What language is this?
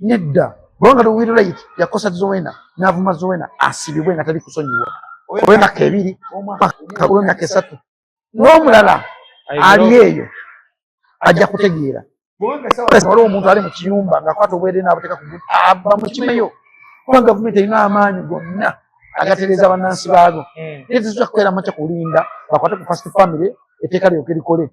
Ganda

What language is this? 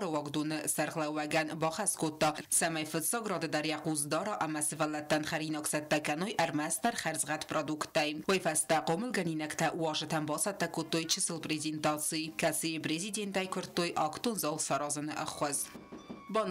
Ossetic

